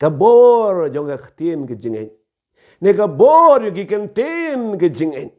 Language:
Khasi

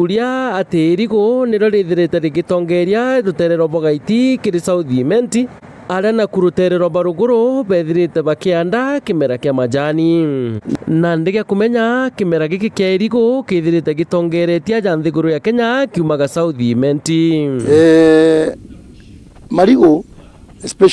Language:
Meru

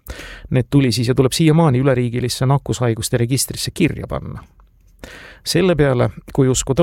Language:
Estonian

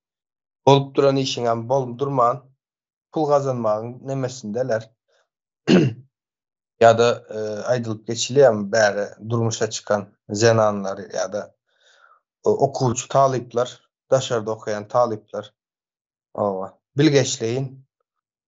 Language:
Turkmen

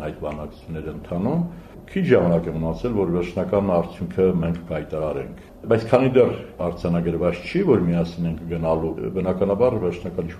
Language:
Armenian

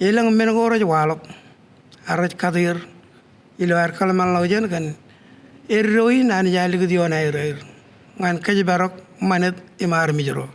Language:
Marshallese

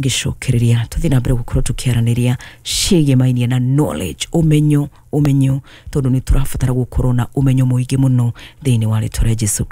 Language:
Kikuyu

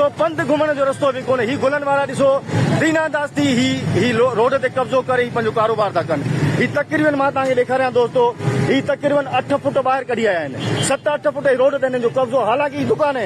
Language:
Sindhi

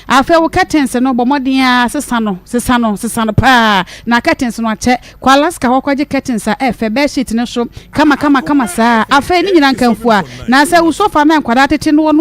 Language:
Akan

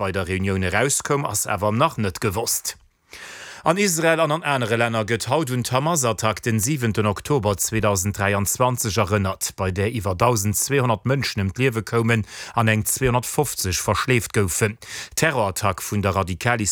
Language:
Luxembourgish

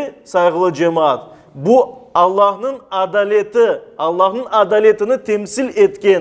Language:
Crimean Tatar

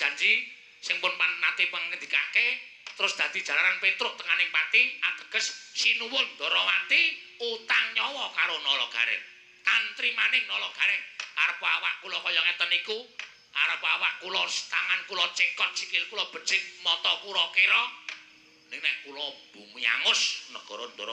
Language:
Javanese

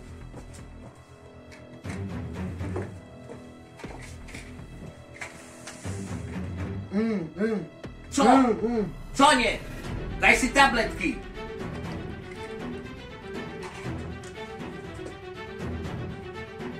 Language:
Slovak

